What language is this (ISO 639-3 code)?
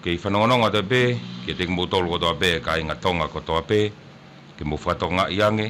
ton